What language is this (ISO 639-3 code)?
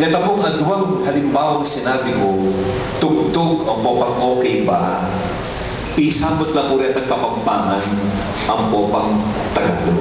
pam